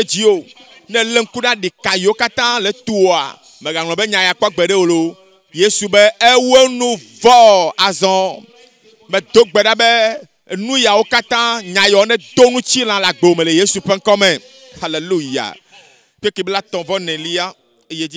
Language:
Ewe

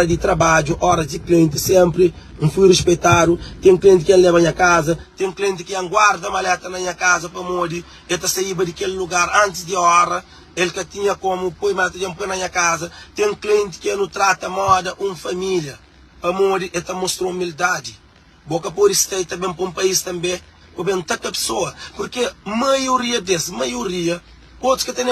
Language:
Kabuverdianu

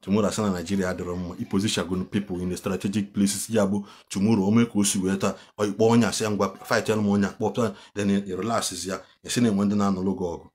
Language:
Igbo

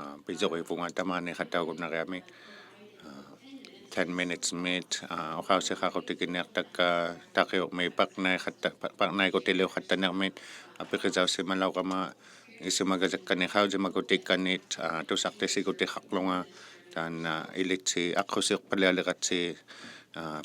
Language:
Inuktitut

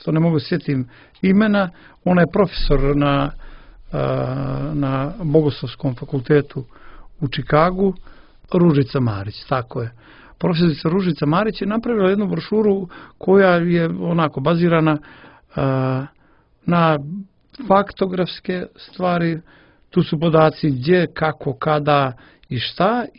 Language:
Serbian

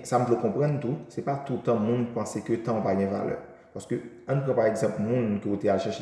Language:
Haitian Creole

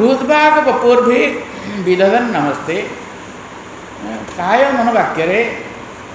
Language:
Odia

